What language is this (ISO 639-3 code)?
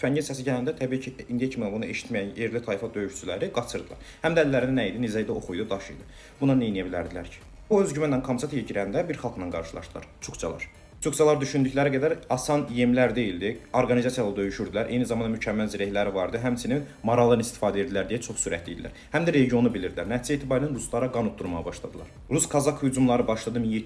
aze